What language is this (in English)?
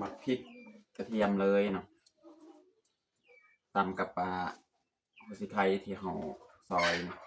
Lao